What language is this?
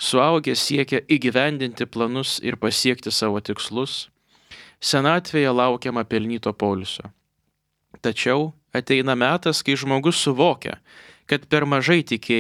Lithuanian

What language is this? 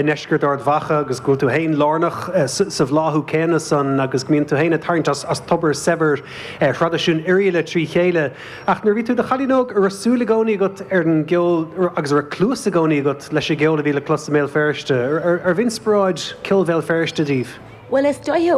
Irish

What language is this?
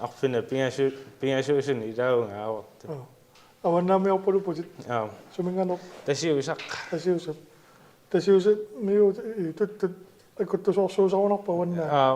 Kalaallisut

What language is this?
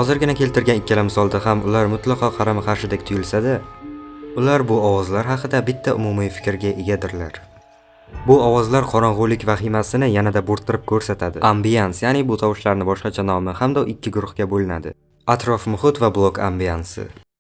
Uzbek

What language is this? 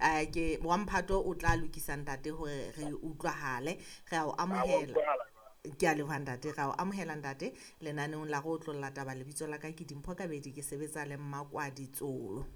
Southern Sotho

